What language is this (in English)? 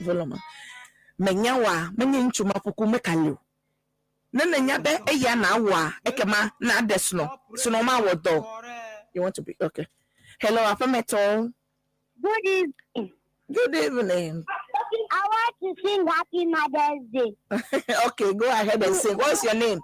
Ewe